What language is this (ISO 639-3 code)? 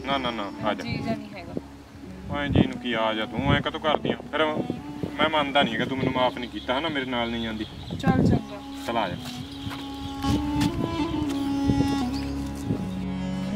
pan